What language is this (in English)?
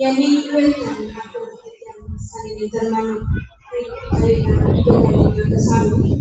Balinese